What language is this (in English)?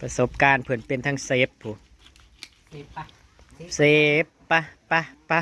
Northeastern Thai